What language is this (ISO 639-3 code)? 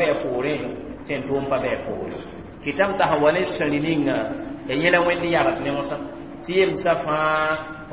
mos